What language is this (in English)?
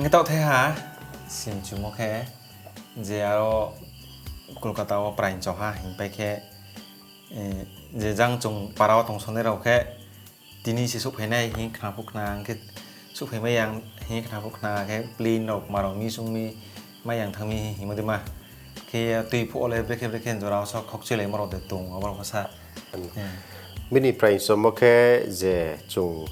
Riang (India)